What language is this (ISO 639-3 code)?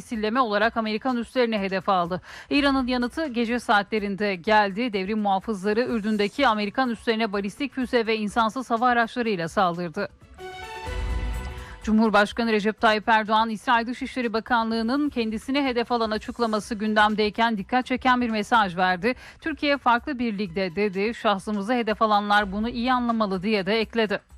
tur